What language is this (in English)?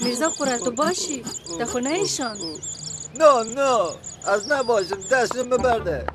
Kurdish